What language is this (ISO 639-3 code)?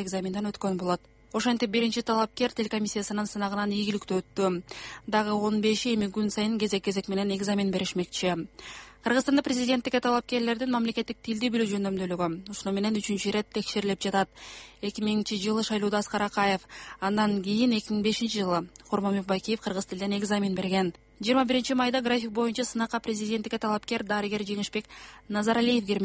kir